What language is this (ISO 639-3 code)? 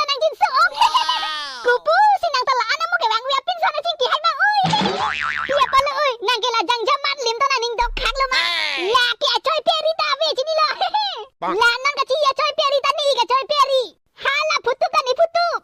mjw